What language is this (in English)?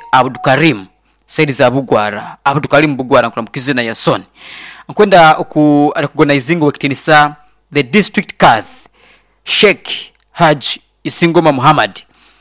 Nyoro